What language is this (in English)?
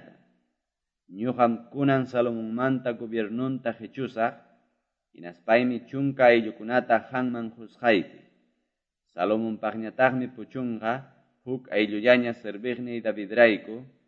Ayacucho Quechua